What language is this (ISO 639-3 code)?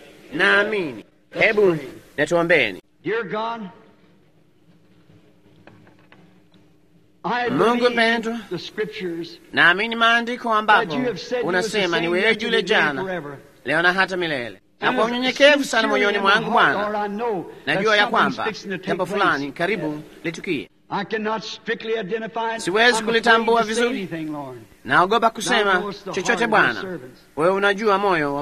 swa